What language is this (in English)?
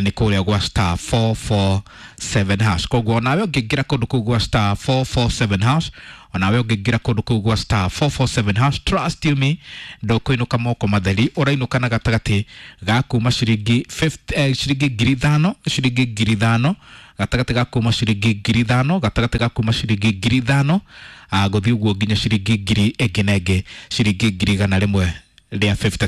Kikuyu